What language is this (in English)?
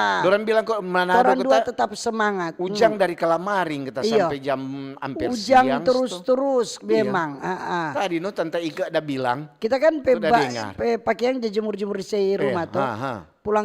Manado Malay